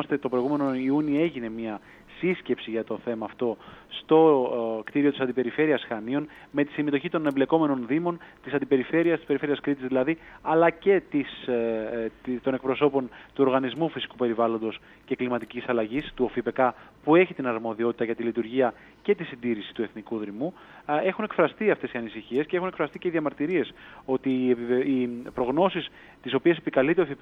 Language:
Greek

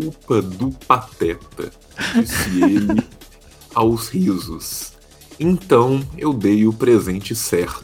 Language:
Portuguese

